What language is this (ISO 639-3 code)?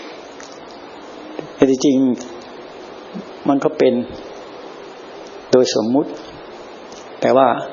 tha